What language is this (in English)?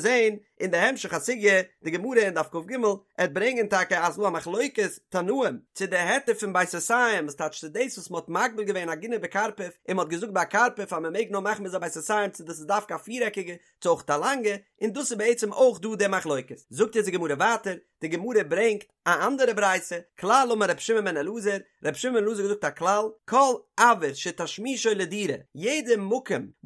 Yiddish